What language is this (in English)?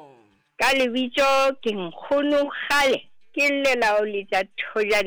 Southern Sotho